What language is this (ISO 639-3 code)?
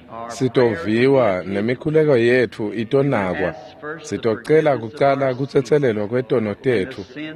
ssw